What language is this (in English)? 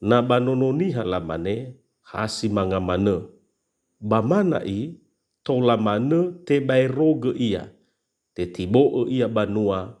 Nias